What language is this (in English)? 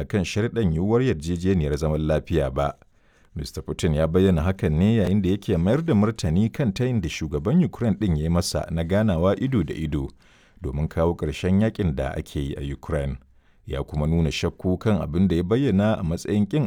Hausa